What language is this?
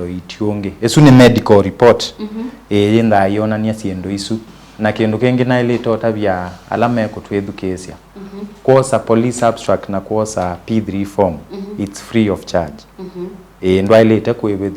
Kamba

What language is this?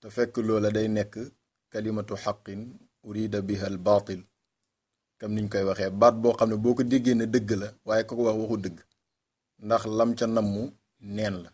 Wolof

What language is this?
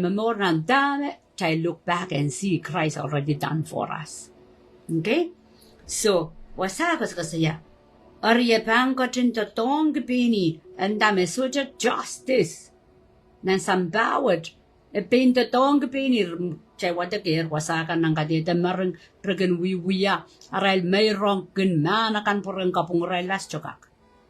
Pohnpeian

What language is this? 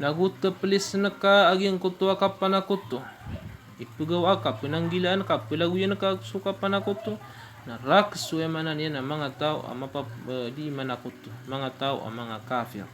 Maranao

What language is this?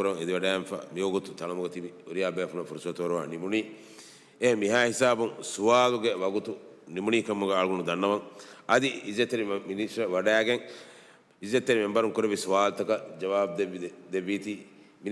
Divehi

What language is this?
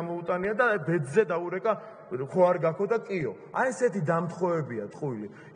Georgian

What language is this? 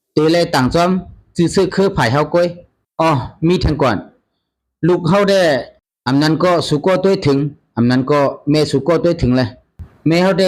Shan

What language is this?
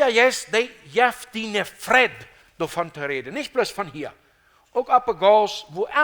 Plautdietsch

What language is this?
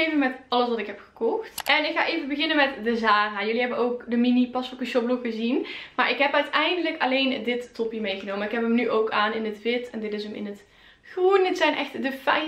Dutch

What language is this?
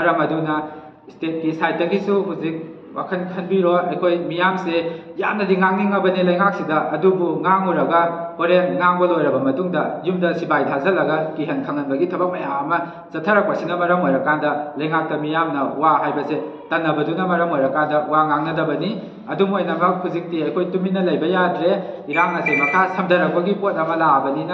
Manipuri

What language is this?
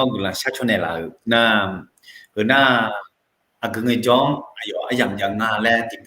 Akha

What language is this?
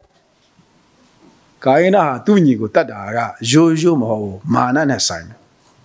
Burmese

